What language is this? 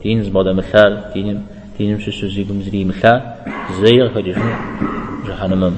Kabardian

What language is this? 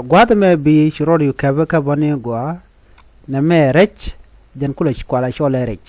Nuer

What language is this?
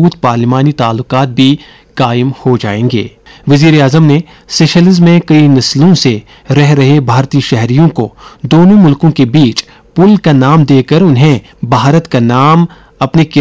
Urdu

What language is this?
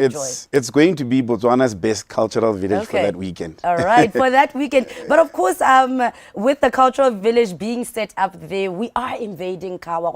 Tswana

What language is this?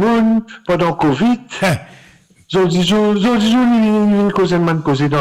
Morisyen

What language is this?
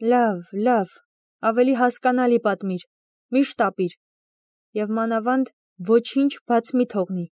Armenian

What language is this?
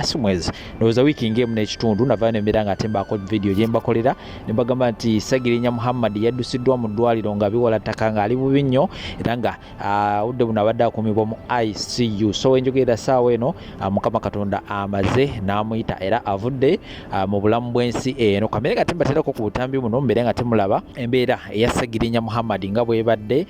Ganda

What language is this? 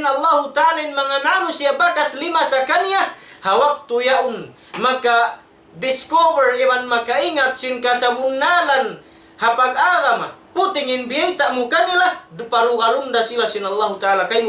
Tausug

